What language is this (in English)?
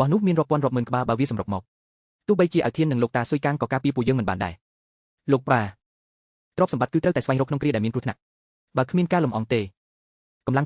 Khmer